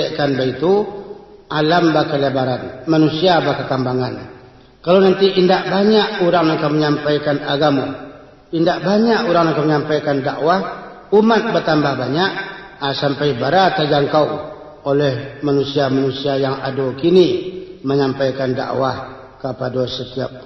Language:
Minangkabau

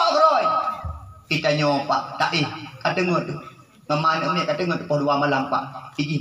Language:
Achinese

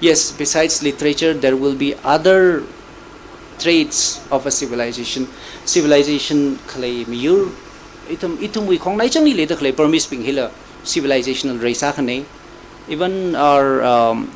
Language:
Tangkhul Naga (India)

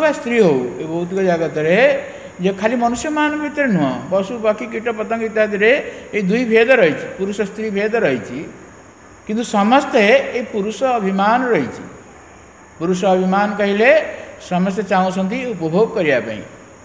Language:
Odia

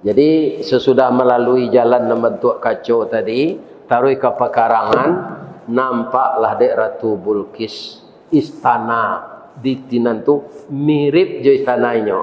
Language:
Minangkabau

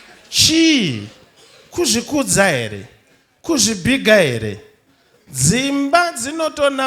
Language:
Shona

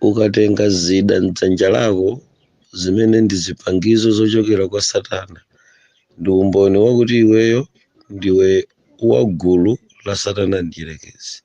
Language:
Nyanja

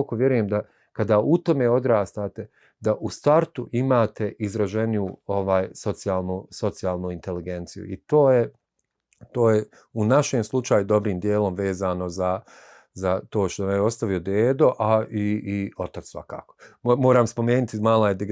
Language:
Bosnian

